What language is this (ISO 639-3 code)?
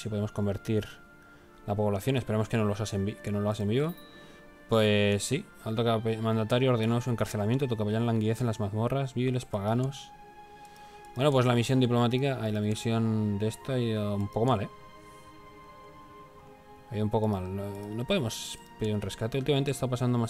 spa